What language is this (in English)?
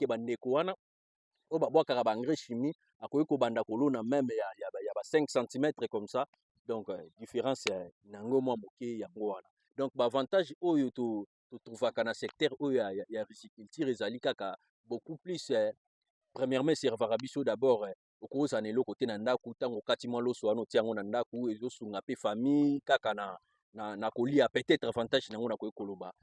Lingala